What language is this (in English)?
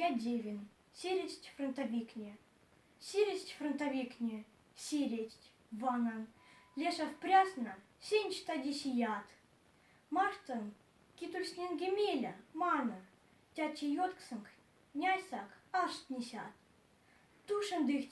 Moksha